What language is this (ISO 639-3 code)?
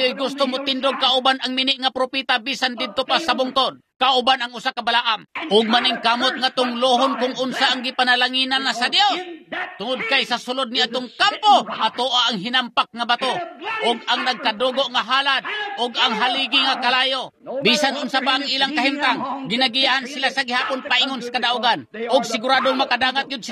ceb